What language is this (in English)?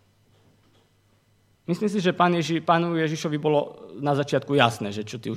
Slovak